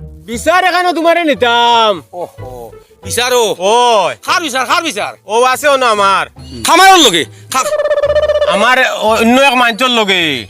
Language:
Sylheti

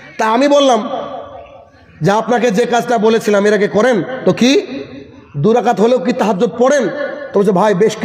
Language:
Bangla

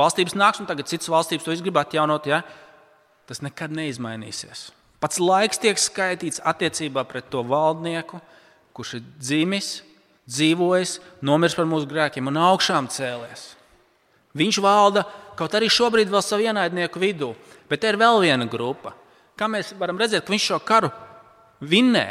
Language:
Latvian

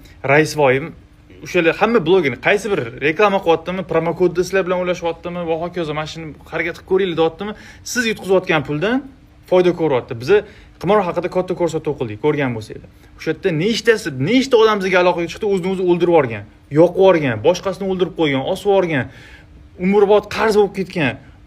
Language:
Uzbek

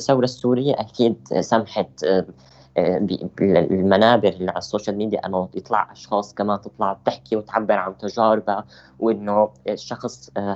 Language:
North Levantine Arabic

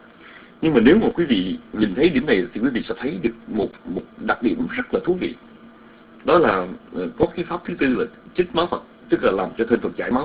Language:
Vietnamese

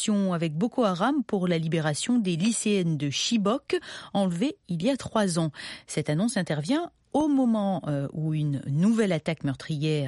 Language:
French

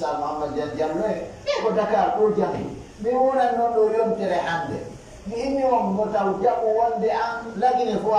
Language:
Pular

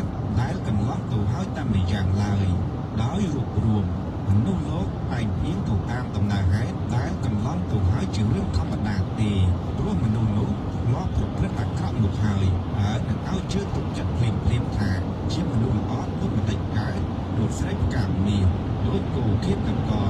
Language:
Khmer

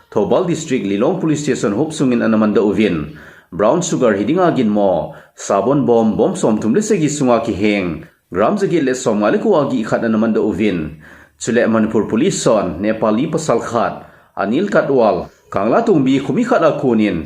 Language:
Thado Chin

